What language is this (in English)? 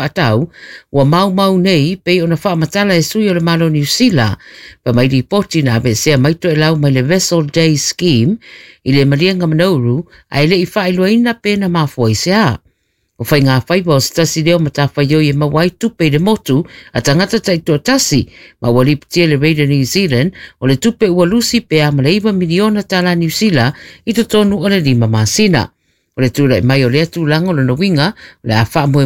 Samoan